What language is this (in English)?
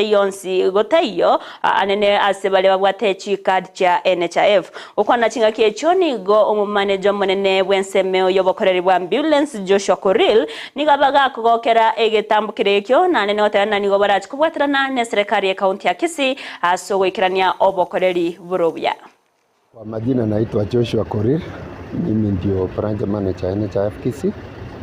Gusii